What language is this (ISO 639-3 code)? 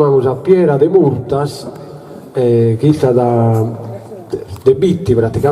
srd